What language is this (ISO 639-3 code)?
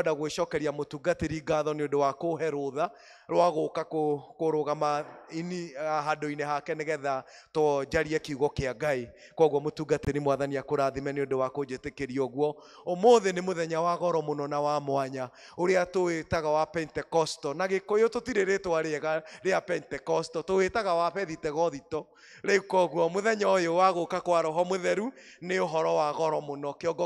kik